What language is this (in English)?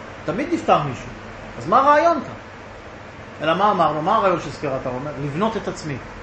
Hebrew